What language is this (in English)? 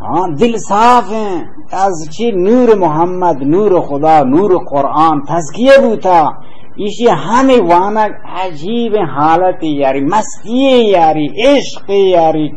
Baluchi